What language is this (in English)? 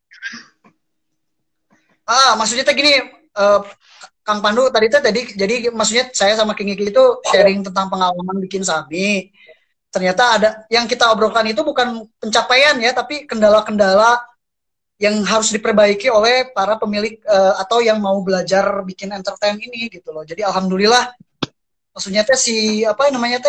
Indonesian